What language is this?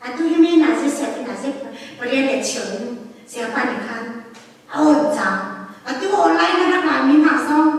Hakha Chin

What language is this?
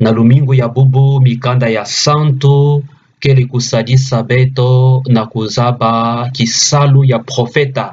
Kituba (Democratic Republic of Congo)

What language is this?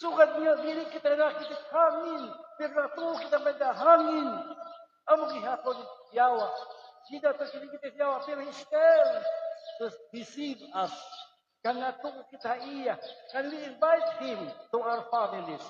Waray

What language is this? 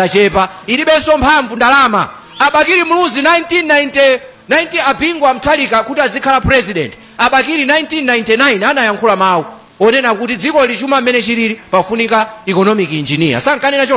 Nyanja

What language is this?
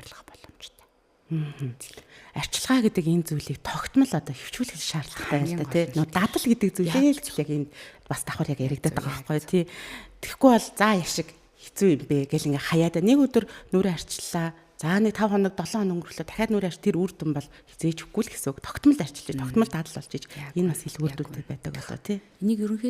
Mongolian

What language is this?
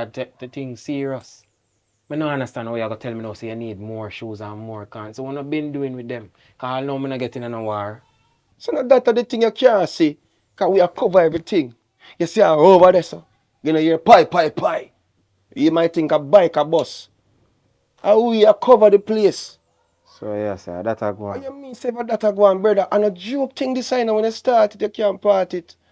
Jamaican Creole English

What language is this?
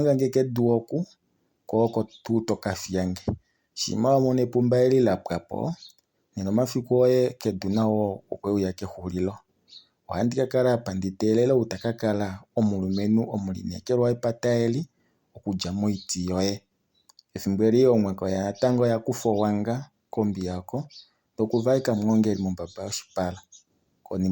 Kuanyama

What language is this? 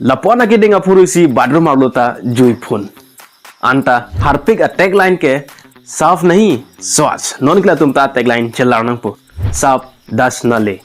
Karbi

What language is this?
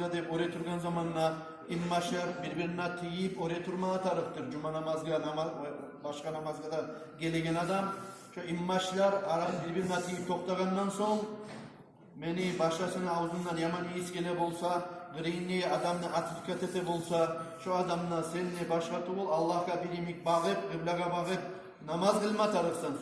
Kumyk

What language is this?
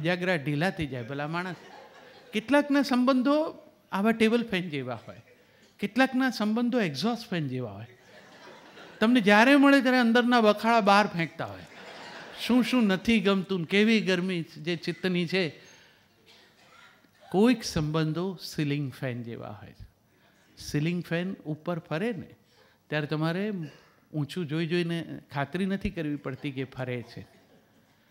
Gujarati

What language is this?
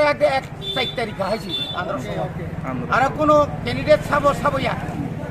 Kok Borok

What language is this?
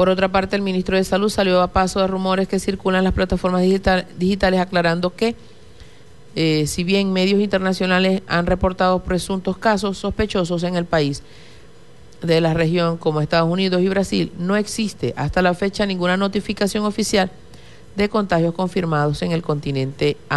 Spanish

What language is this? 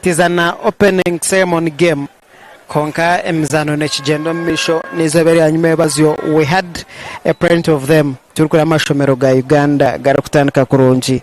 Nyankole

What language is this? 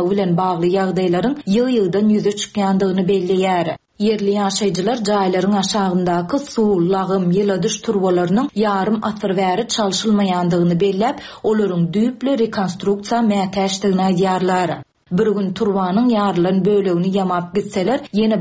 Turkmen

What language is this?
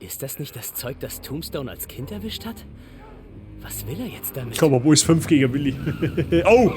Bavarian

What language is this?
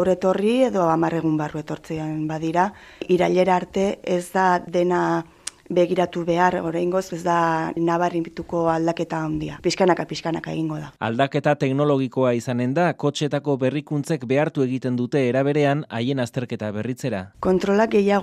Basque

